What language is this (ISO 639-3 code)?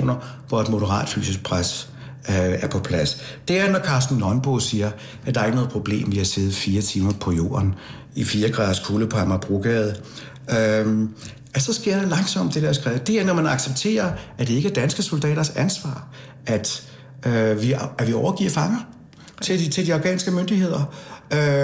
dan